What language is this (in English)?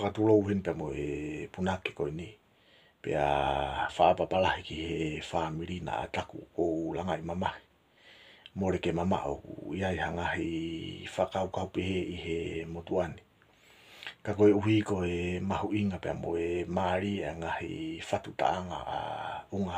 Tongan